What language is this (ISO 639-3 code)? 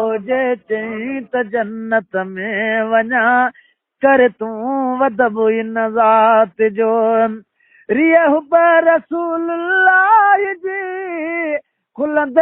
snd